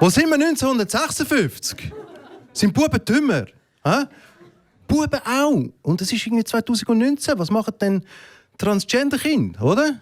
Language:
Swiss German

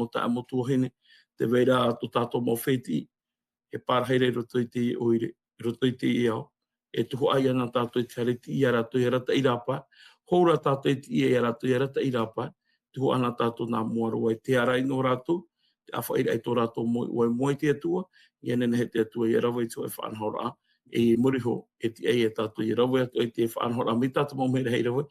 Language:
Tahitian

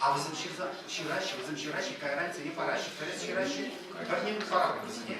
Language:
Chuvash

